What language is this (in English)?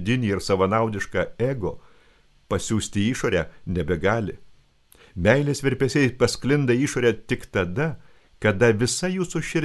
Lithuanian